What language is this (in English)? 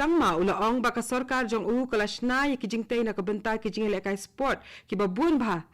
Khasi